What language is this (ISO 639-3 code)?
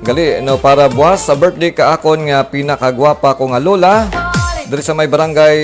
hil